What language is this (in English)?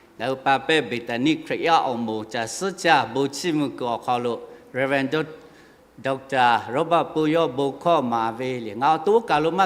Lahu